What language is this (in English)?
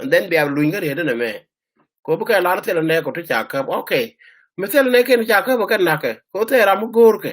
Nuer